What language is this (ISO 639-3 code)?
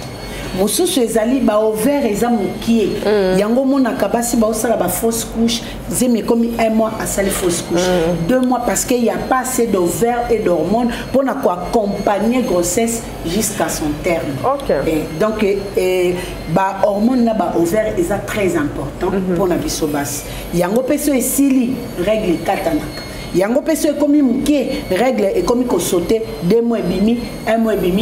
lin